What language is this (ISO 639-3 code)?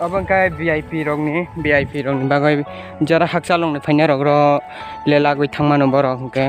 trp